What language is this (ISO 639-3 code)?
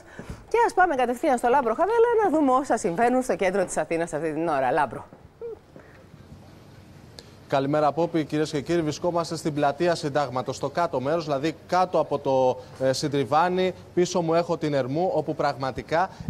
ell